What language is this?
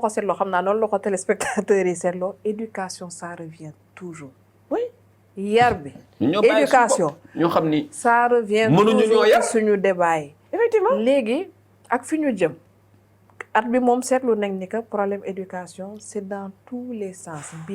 Wolof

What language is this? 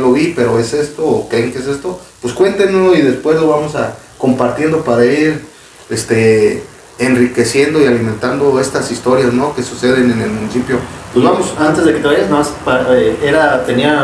Spanish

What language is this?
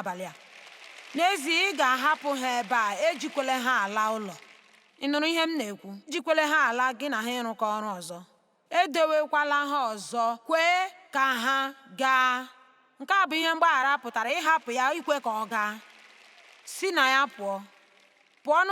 Igbo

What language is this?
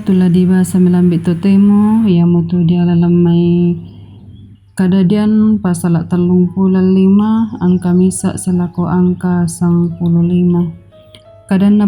Toraja-Sa'dan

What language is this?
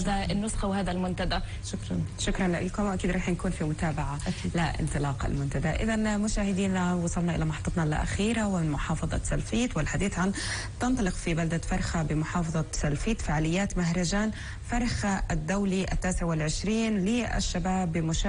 North Levantine Arabic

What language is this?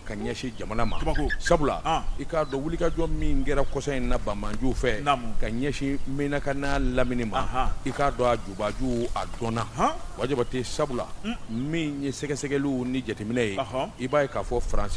Bambara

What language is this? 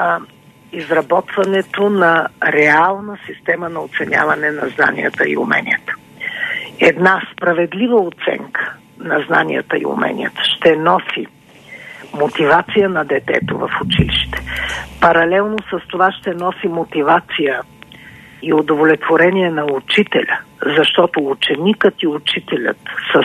Bulgarian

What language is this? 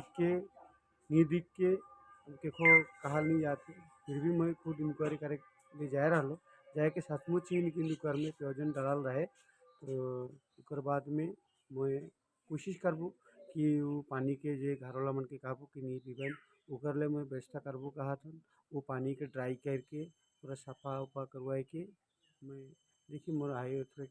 Sadri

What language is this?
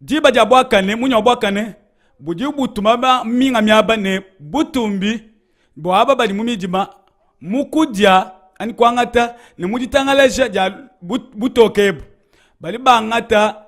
Luba-Lulua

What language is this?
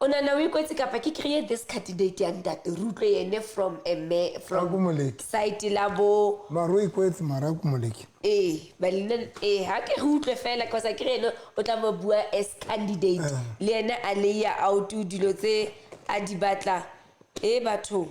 Southern Sotho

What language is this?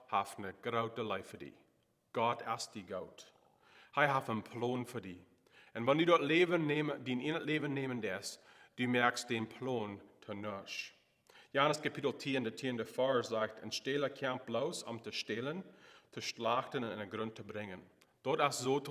Plautdietsch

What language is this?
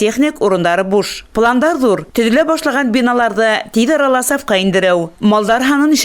Bashkir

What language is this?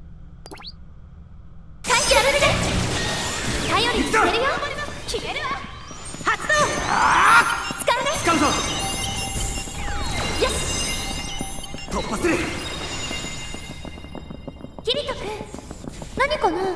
Japanese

